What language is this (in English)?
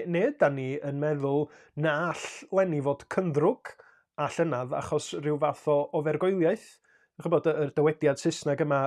Welsh